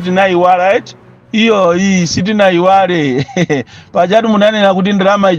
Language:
Nyanja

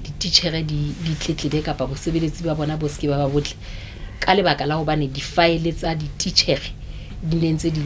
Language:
Southern Sotho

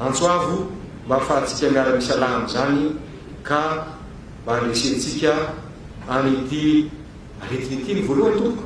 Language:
Malagasy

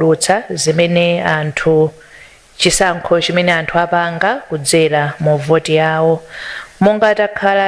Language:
Nyanja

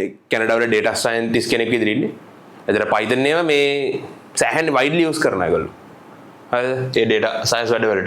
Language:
Sinhala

